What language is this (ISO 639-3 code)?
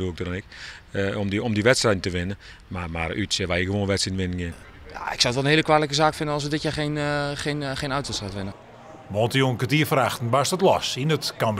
fry